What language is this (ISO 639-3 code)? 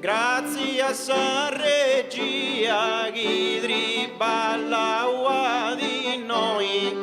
srd